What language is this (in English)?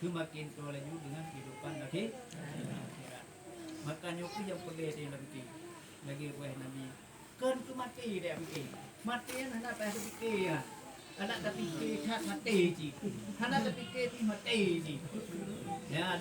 Achinese